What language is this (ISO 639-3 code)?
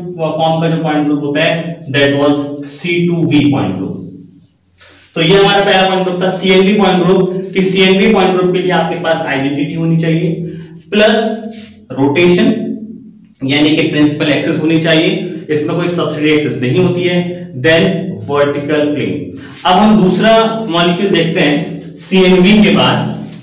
hin